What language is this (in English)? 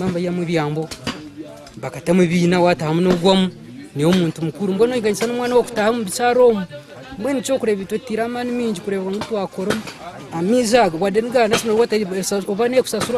Nyankole